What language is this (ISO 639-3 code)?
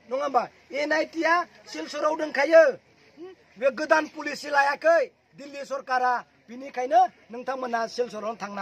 brx